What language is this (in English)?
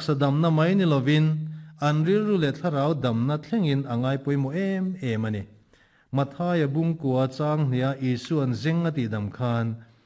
Mizo